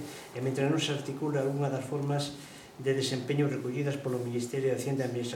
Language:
Galician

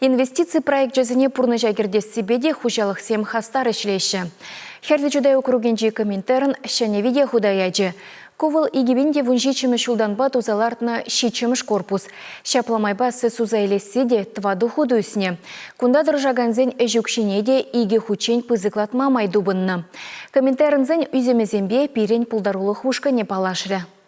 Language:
Chuvash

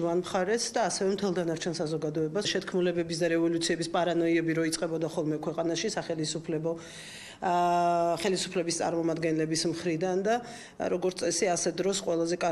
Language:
Georgian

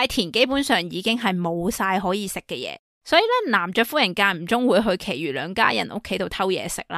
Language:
Cantonese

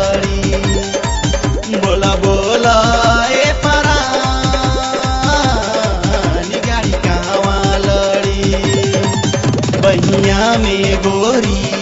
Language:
Bhojpuri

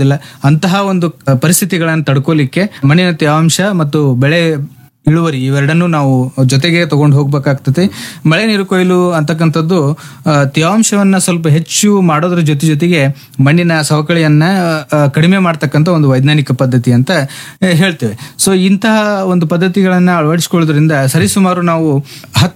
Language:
Kannada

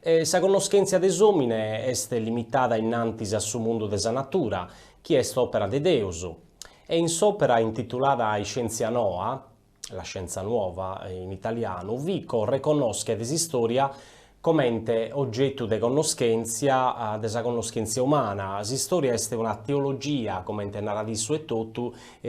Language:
Sardinian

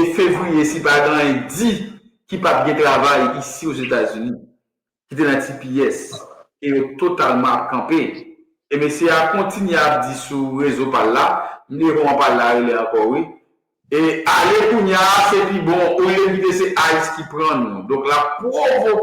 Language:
Haitian Creole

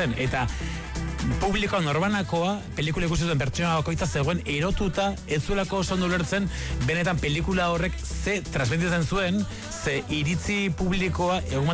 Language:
Basque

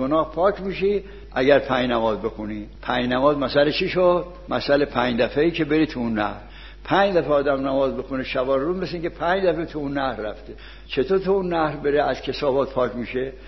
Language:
Persian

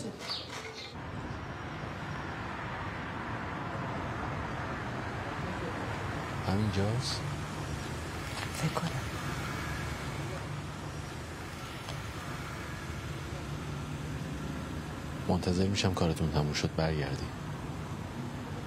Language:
Persian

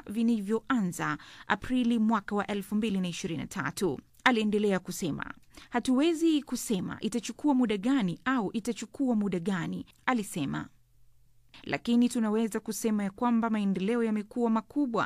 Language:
Swahili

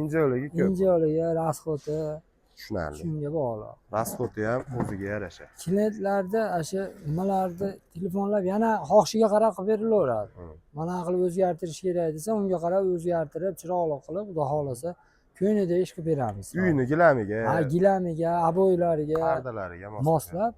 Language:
Uzbek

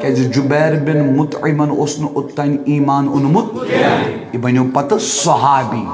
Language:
Kashmiri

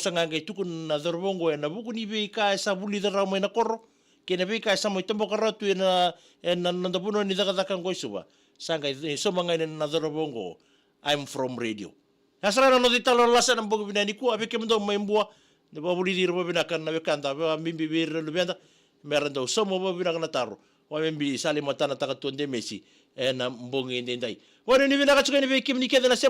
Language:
Fijian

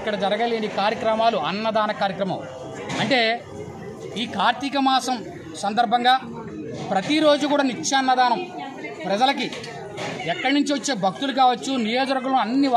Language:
Telugu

